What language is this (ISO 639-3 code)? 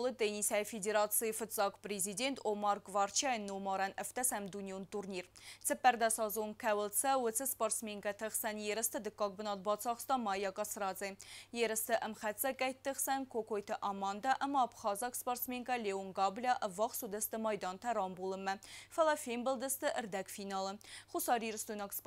oss